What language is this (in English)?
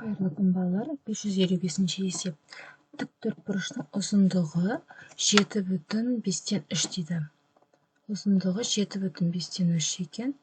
Kazakh